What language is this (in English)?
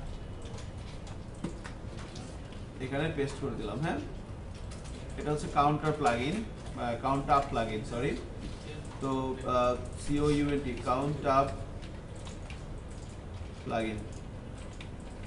Bangla